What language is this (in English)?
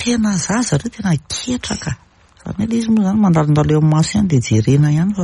Malagasy